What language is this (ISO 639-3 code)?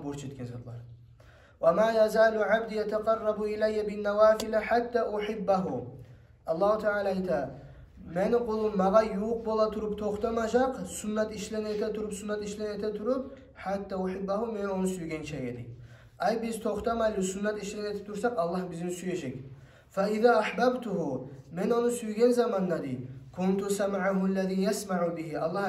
kum